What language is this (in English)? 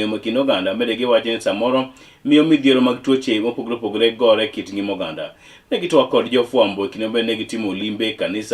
Luo (Kenya and Tanzania)